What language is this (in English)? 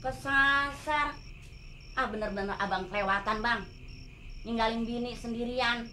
Betawi